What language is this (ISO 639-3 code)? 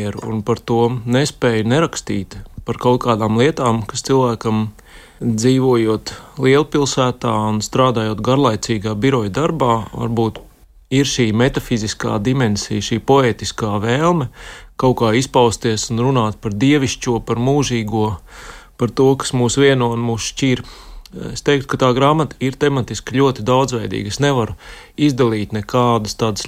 lav